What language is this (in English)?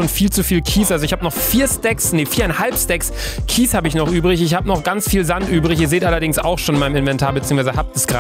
German